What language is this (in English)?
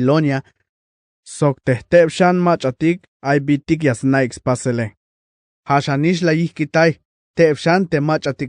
Tzeltal